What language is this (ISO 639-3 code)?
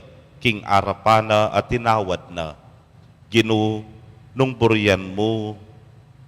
pam